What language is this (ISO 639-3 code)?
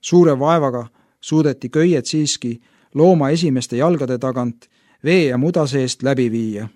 est